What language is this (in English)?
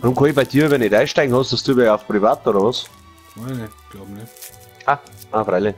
Bavarian